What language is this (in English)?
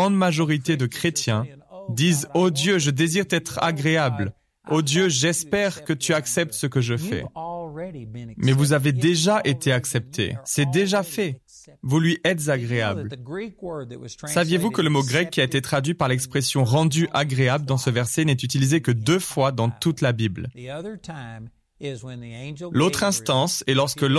French